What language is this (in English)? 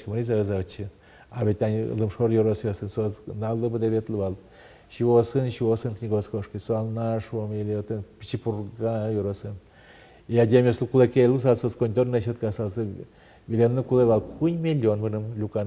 Udmurt